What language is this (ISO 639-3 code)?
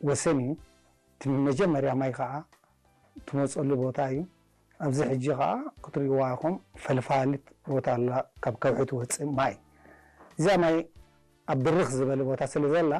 tir